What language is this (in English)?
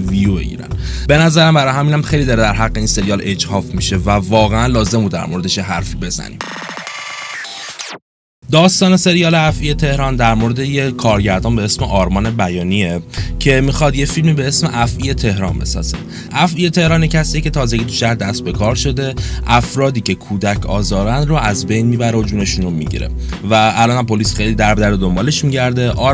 Persian